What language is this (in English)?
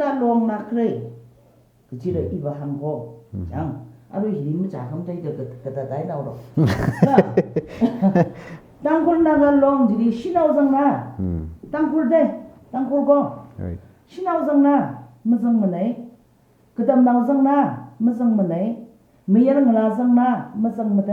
Tangkhul Naga (India)